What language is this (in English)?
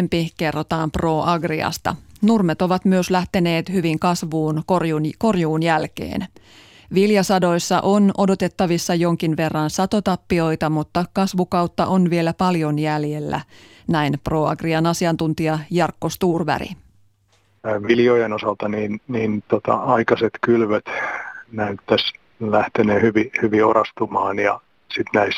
Finnish